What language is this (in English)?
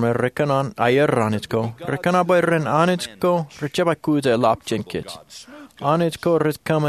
Marshallese